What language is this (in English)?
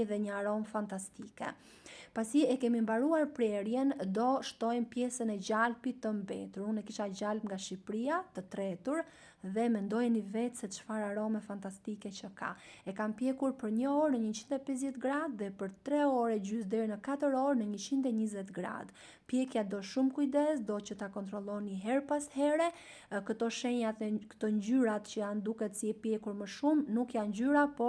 Albanian